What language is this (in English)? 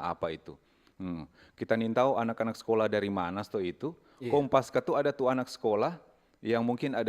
Manado Malay